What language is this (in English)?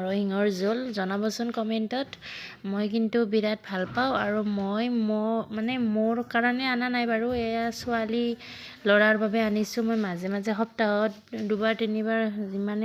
Assamese